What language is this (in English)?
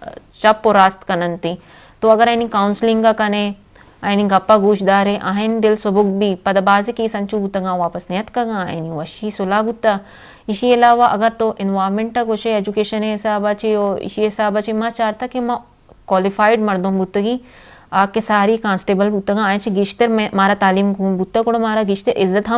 Eastern Balochi